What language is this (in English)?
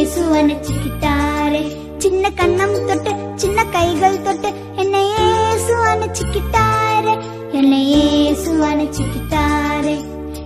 Tamil